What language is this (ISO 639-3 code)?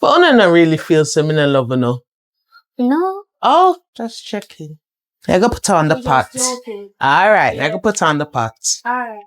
jam